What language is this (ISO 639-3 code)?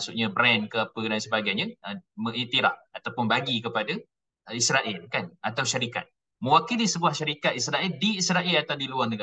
msa